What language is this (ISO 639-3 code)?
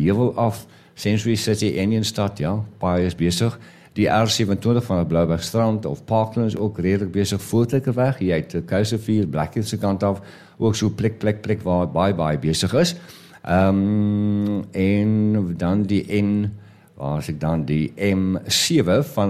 afr